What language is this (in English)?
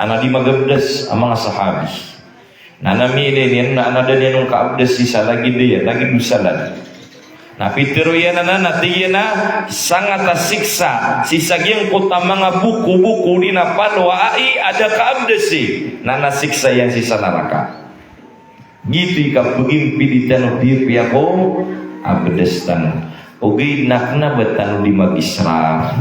Maranao